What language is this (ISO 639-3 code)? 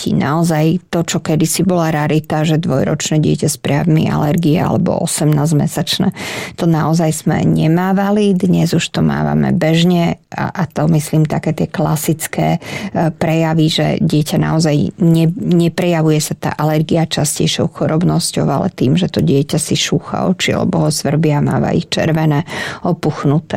slk